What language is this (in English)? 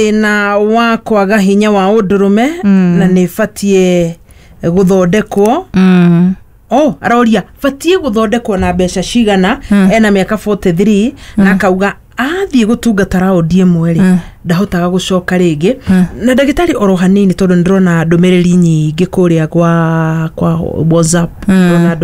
Kikuyu